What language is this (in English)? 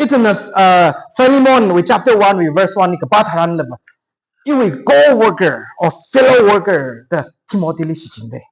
Tangkhul Naga (India)